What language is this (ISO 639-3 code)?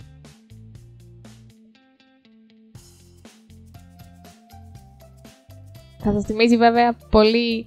ell